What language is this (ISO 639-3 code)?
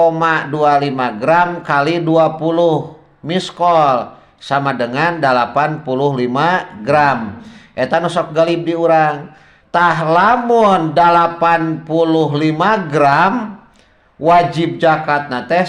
sun